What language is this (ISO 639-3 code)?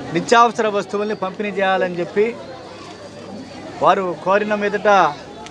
tel